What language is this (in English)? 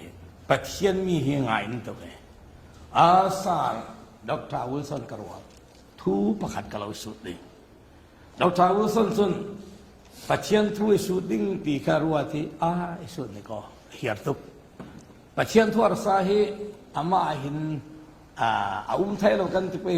Falam Chin